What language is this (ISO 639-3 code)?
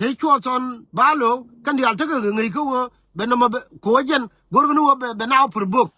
nus